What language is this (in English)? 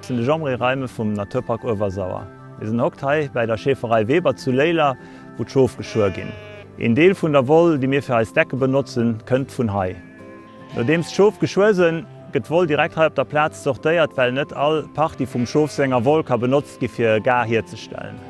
Luxembourgish